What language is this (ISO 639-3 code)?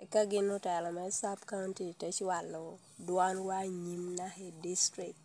laj